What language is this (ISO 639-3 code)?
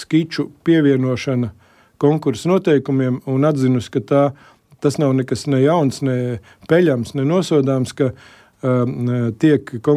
lav